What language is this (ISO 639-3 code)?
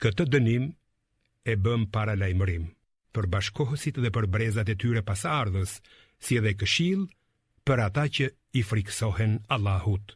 sqi